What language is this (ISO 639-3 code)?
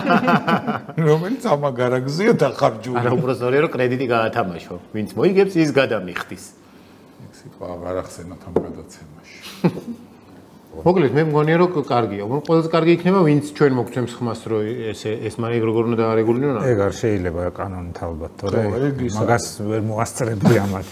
kat